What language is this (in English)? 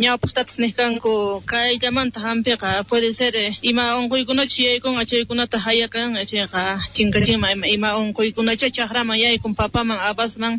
South Bolivian Quechua